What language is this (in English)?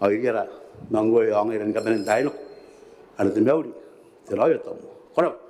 Gilbertese